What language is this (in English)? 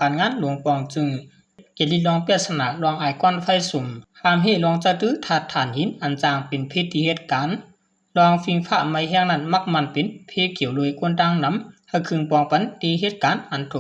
Shan